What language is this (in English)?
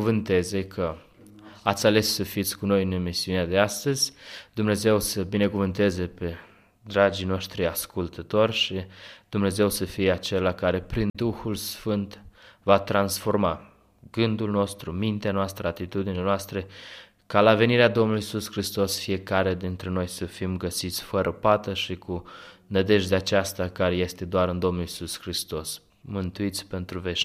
Romanian